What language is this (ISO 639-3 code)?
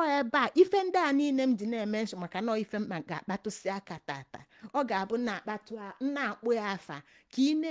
ibo